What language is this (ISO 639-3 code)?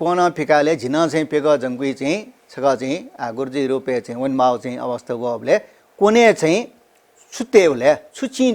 new